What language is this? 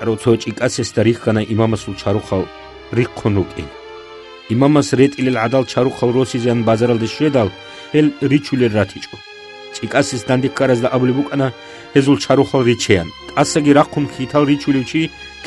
Avaric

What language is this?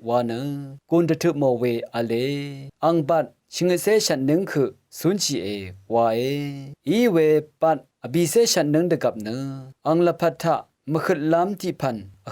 Rawang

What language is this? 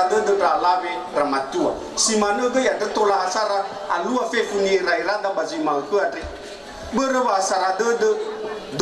Nias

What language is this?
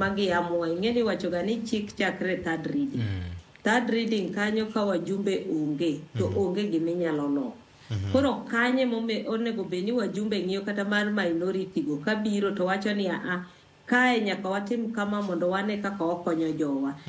Luo (Kenya and Tanzania)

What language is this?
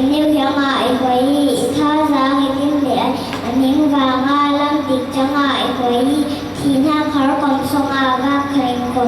Falam Chin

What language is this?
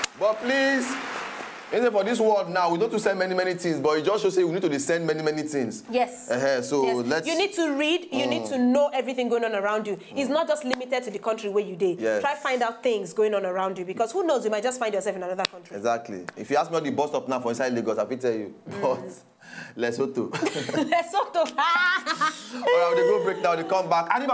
Nigerian Pidgin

